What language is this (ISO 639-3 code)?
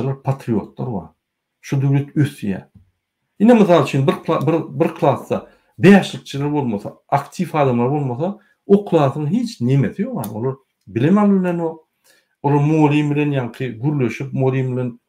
tuk